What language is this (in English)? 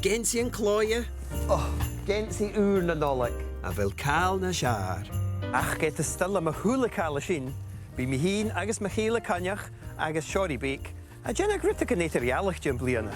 Scottish Gaelic